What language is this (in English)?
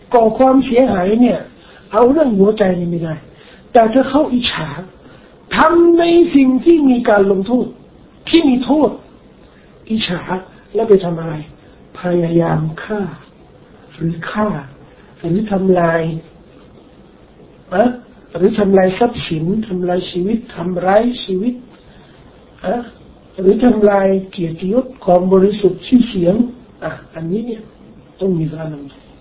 Thai